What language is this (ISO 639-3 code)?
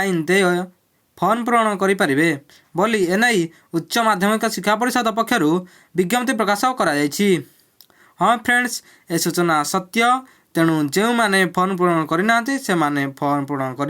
ori